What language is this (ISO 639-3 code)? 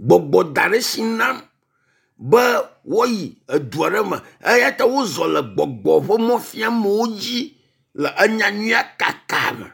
ewe